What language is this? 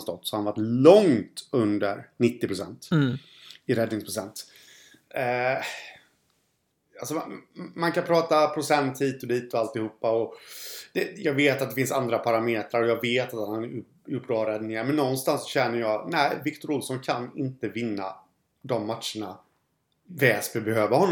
Swedish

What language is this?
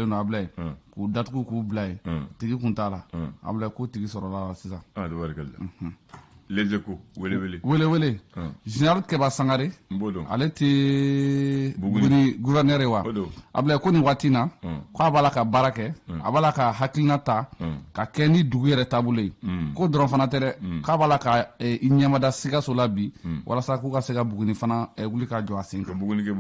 Bambara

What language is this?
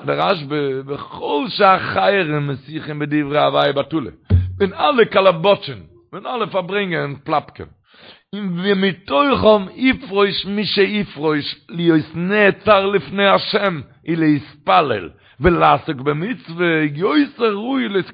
Yiddish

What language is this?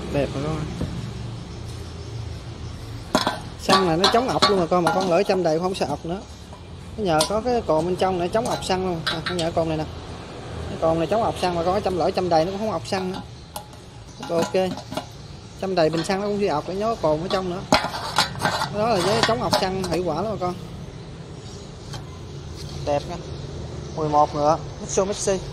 Vietnamese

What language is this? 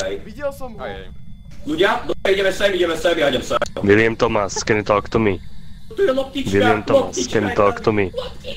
Slovak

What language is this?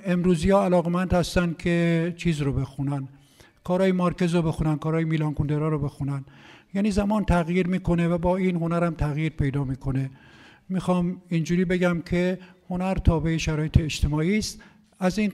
Persian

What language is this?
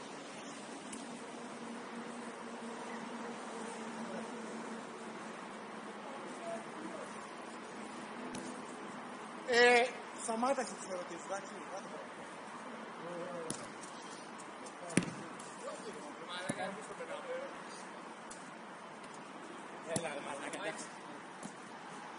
Greek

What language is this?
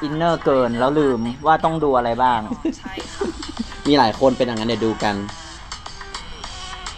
Thai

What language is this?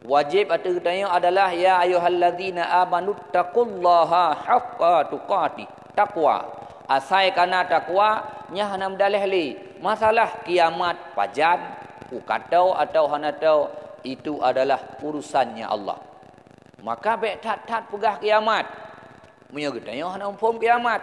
Achinese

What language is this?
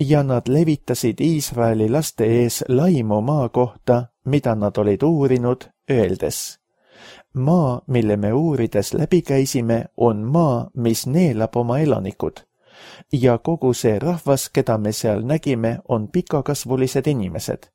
Estonian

